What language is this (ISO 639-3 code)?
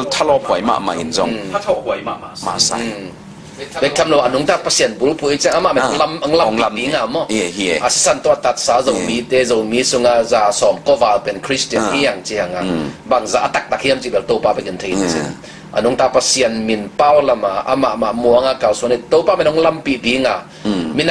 ctd